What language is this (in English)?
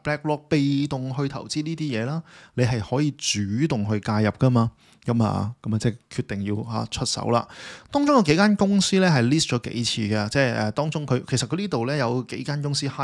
Cantonese